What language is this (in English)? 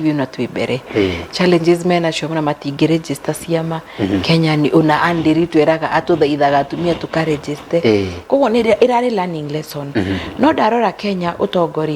Kikuyu